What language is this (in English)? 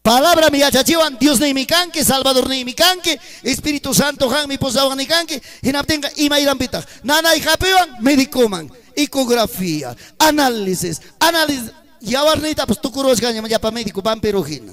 Ayacucho Quechua